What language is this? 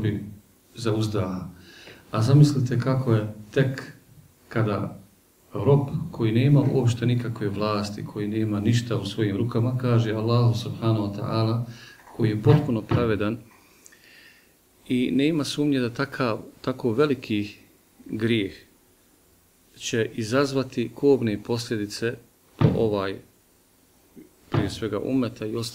Bosnian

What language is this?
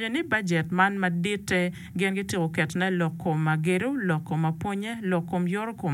Acoli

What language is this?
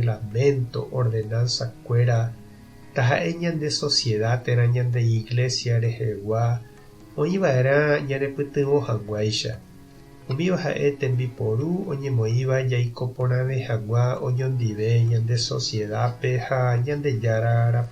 Guarani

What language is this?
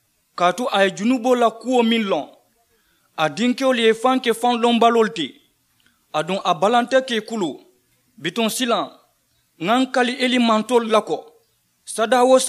Mandingo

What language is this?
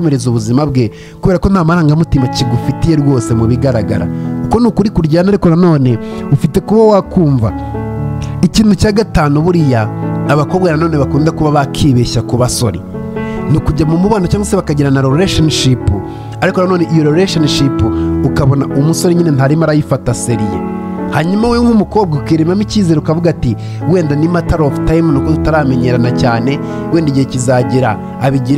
Kinyarwanda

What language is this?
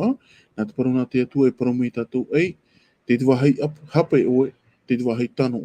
Tahitian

